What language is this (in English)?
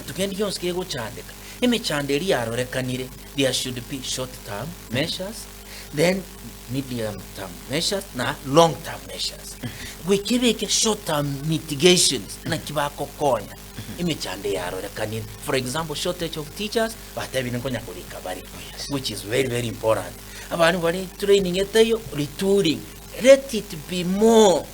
Gusii